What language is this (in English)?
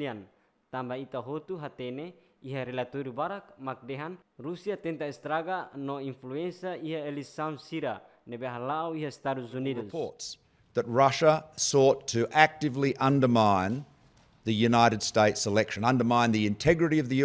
Tetum